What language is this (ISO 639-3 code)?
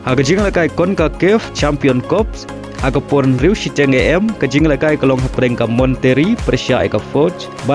kha